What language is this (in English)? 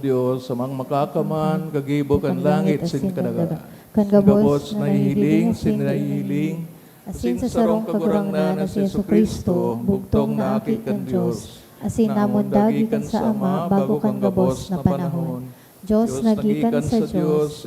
Bikol